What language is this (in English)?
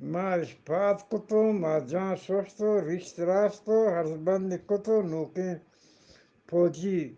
Eastern Balochi